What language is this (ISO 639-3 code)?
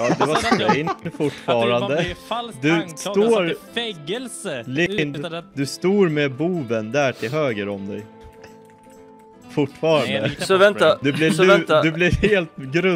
swe